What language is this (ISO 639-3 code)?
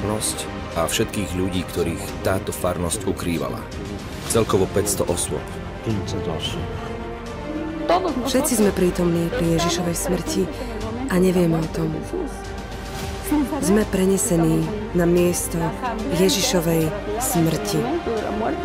slk